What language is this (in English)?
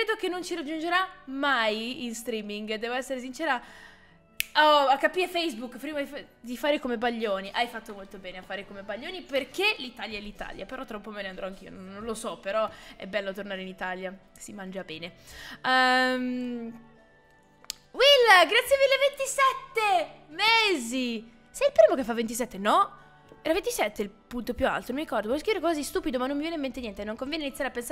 Italian